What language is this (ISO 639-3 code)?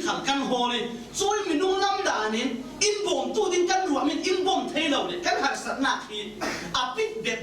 cfm